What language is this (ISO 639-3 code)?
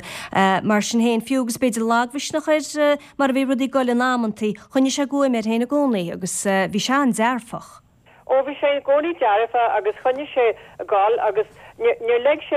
gle